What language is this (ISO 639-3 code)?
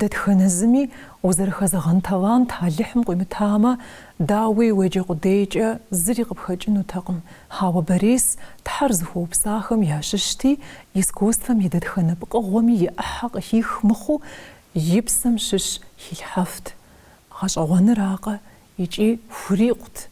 kbd